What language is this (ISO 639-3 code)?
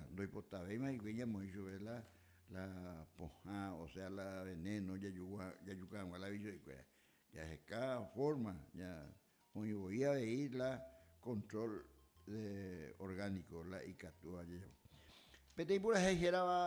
grn